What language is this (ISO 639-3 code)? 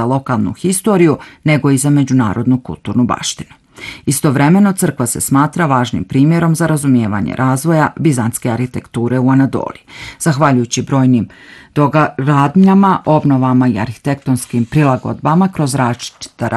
bos